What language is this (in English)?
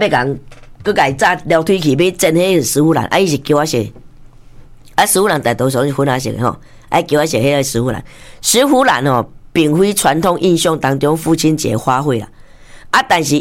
Min Nan Chinese